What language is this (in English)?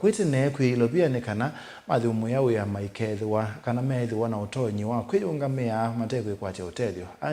Kamba